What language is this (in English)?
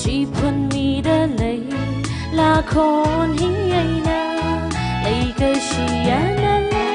Tangkhul Naga (India)